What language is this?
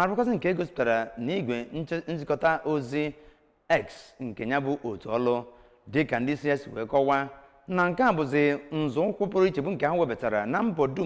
Igbo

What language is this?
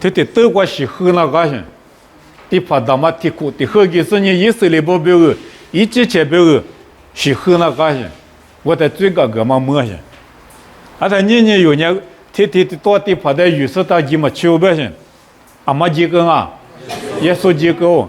Lisu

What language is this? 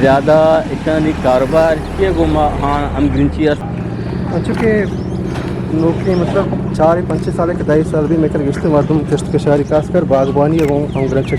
Eastern Balochi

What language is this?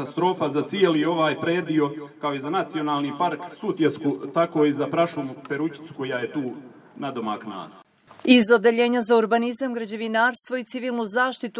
Serbian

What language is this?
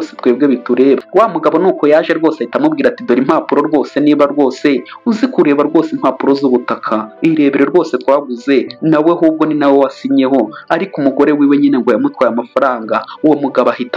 Kinyarwanda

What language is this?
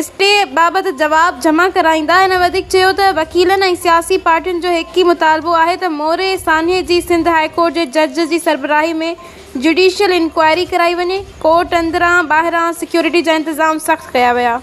Sindhi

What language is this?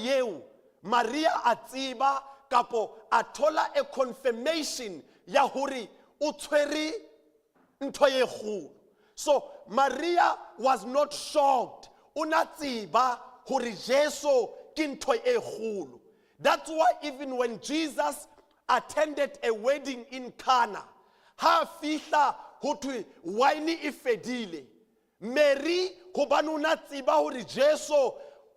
Southern Sotho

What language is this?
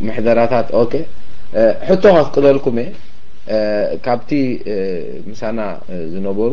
Tigrinya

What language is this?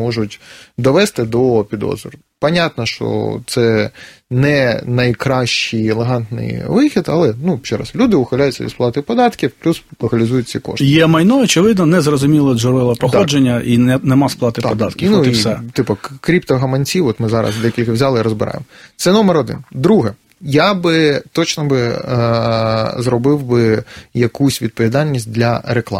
Ukrainian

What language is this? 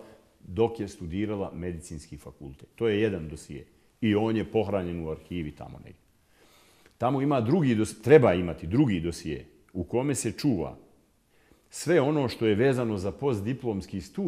Bosnian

